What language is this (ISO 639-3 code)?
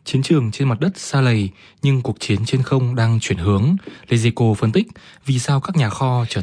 vie